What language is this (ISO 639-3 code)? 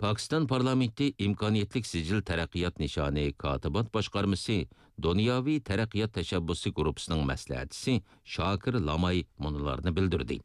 uig